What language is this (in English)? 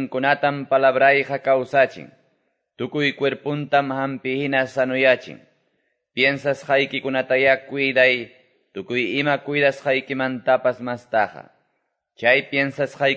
Quechua